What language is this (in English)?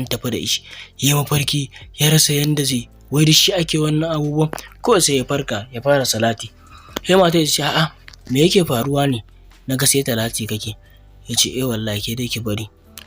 Hausa